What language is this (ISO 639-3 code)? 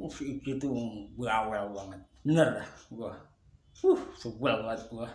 bew